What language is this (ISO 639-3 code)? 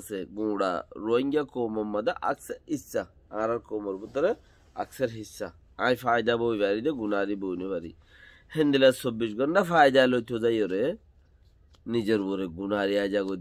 rhg